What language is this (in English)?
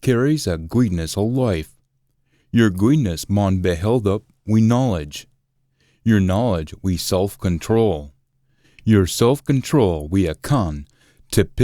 Scots